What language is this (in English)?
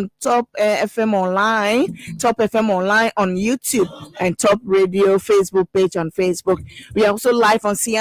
Ewe